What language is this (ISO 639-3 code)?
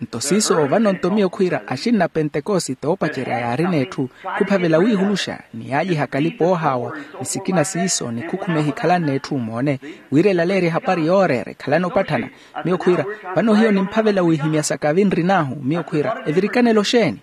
vmw